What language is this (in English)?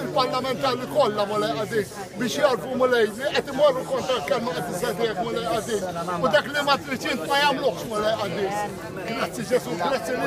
Maltese